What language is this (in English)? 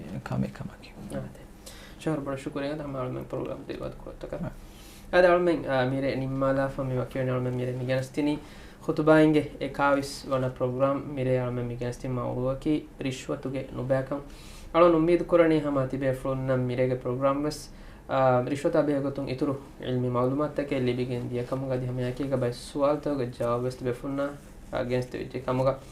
Divehi